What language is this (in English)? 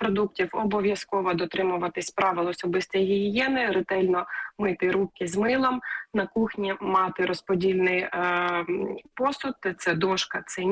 Ukrainian